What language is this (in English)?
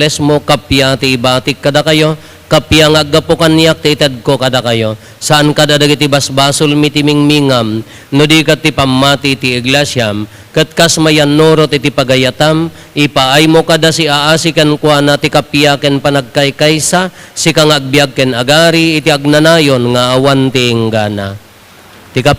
Iloko